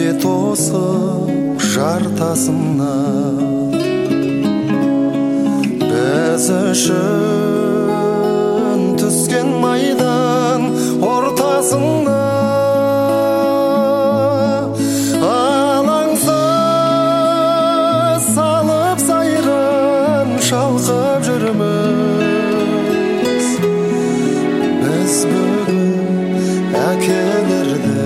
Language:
Kazakh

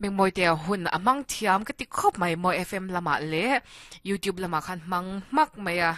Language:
Mizo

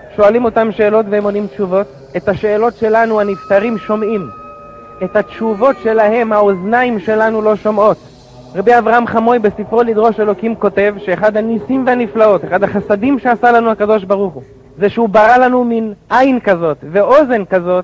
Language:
Hebrew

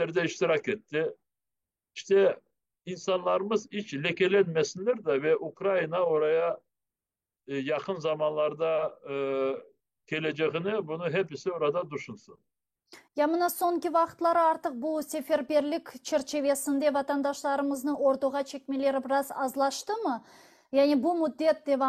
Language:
Crimean Tatar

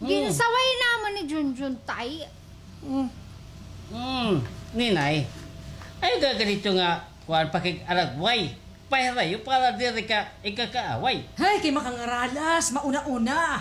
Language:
Waray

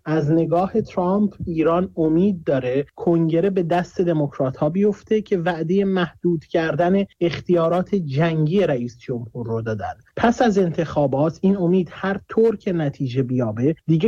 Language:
Persian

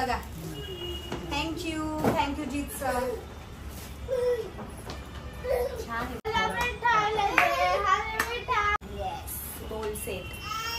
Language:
Marathi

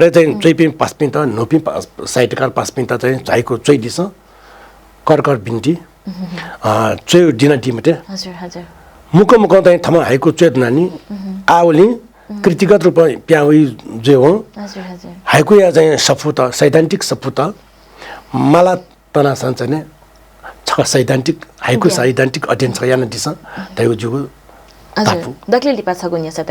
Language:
Newari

